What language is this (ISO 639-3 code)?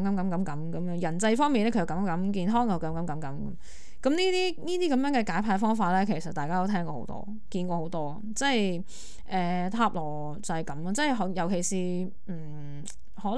yue